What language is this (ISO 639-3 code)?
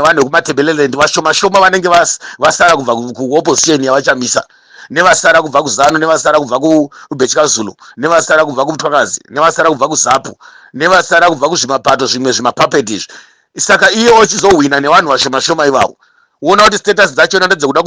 sna